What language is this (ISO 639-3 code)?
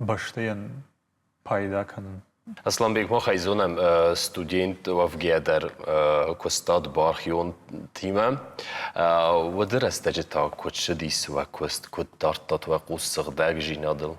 oss